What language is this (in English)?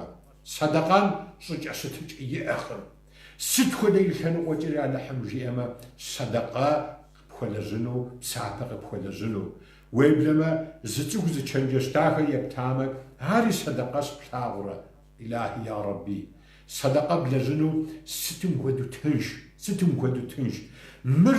Kabardian